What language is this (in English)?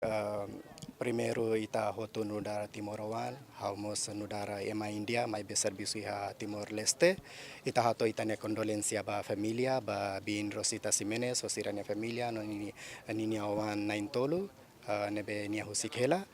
Tetum